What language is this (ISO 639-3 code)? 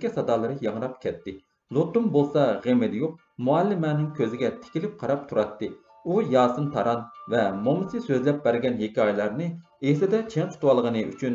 uig